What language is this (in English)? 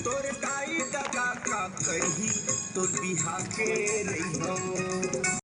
Chhattisgarhi